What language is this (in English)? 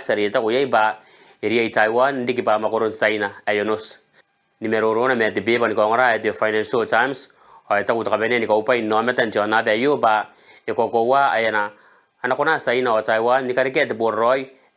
Gilbertese